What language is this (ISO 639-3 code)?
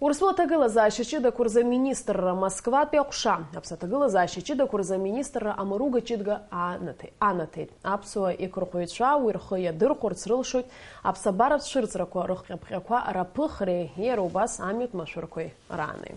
abk